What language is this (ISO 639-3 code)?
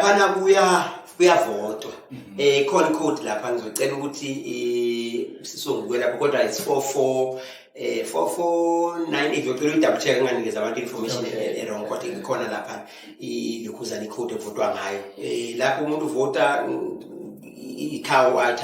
zul